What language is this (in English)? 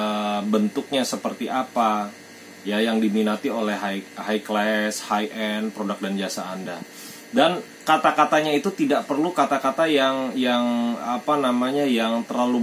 Indonesian